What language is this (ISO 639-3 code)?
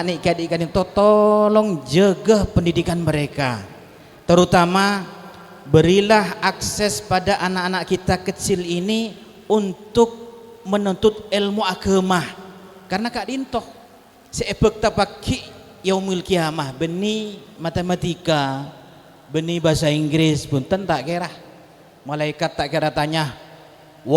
mad